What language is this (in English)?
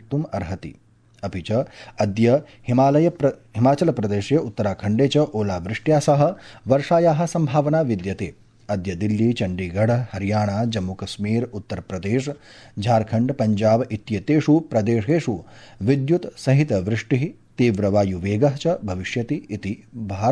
Sanskrit